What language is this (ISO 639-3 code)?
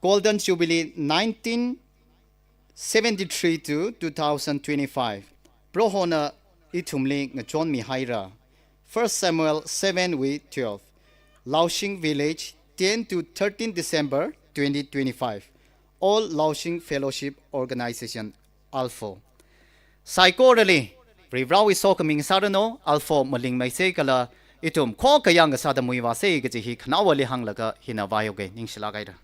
nmf